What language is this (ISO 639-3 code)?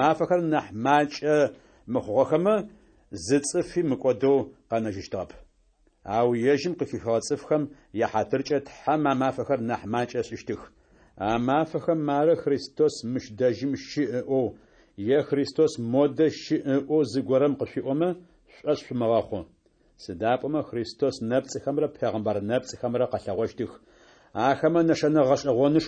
ady